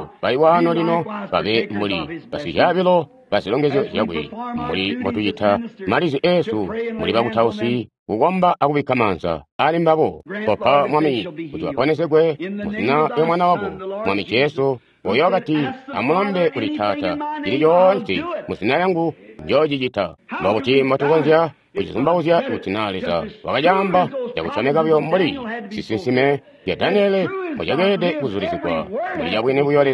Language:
Tonga (Zambia)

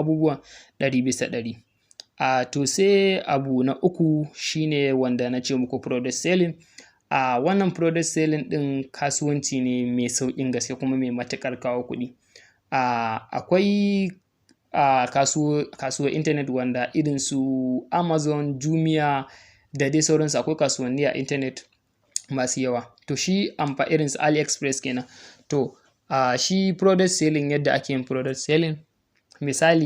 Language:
Hausa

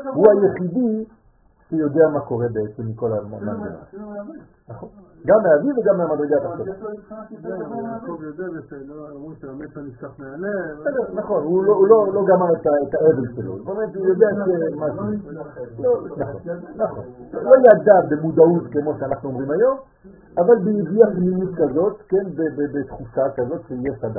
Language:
Hebrew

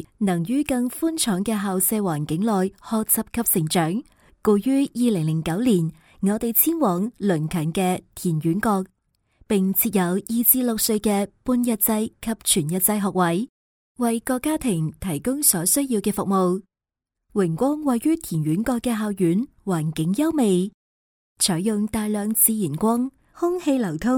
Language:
Cantonese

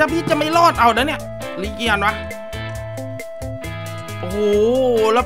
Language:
Thai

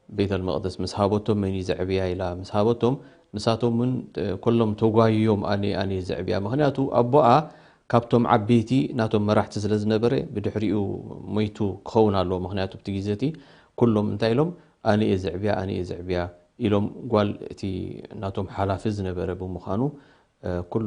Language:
Tigrinya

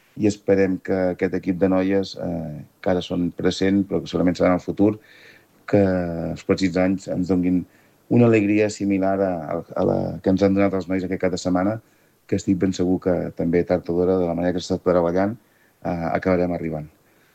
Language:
Catalan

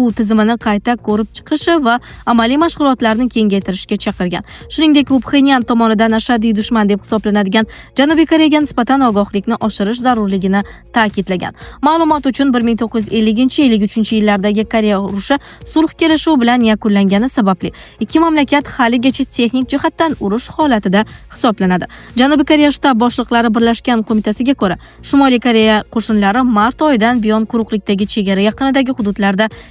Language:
Uzbek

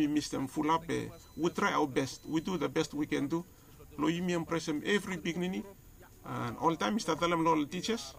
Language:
Bislama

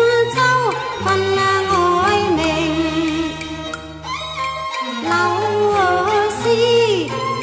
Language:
Chinese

